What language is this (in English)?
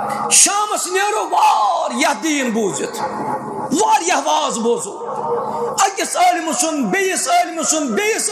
Kashmiri